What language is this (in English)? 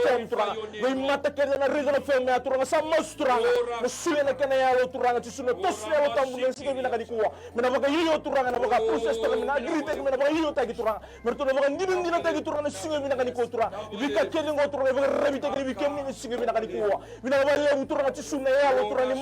Fijian